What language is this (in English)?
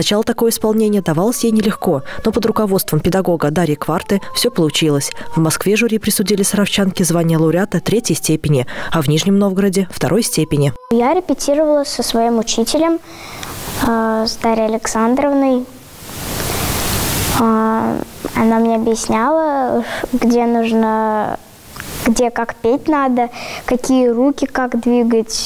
Russian